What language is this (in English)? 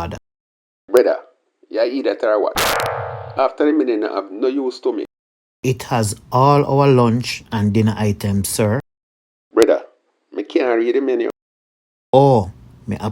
Jamaican Creole English